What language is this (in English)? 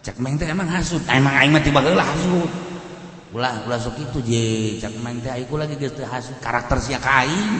Sundanese